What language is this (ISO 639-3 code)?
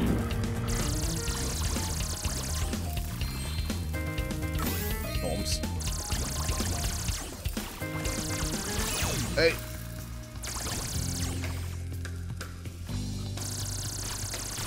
deu